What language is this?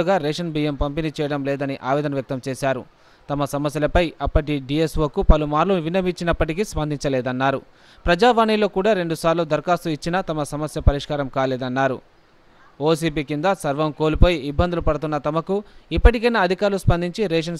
Telugu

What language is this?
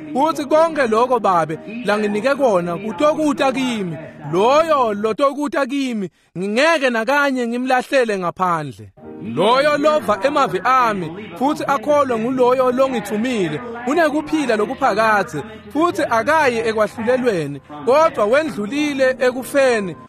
Swati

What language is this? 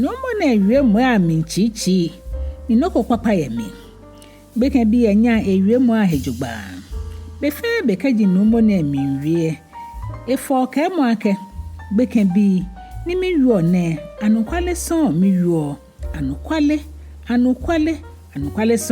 Ga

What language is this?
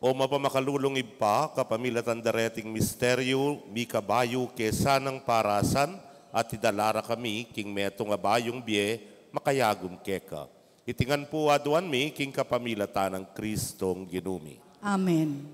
Pampanga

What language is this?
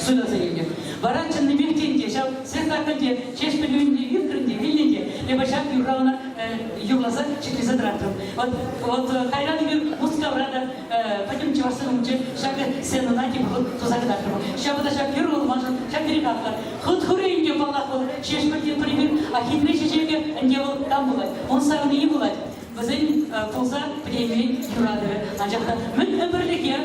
Chuvash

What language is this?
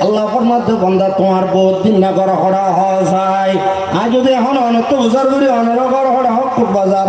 Rohingya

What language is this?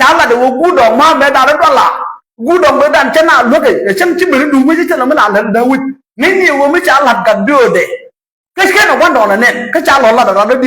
Nuer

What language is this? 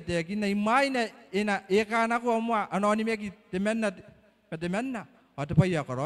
Gilbertese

